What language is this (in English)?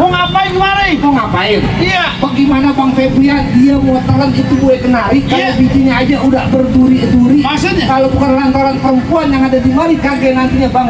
Betawi